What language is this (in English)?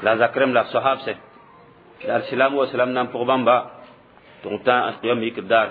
Mossi